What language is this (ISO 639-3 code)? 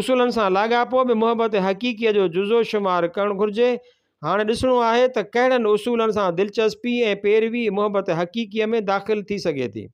snd